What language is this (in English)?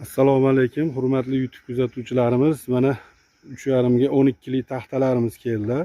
Uzbek